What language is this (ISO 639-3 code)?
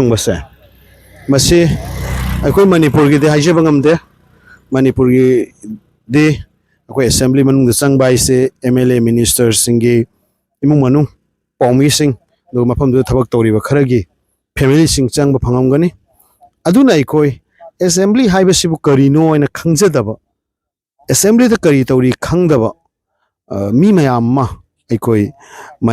mni